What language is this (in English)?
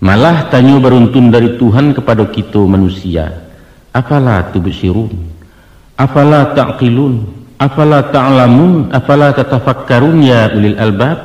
Minangkabau